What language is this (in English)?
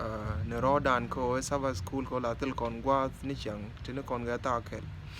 Nuer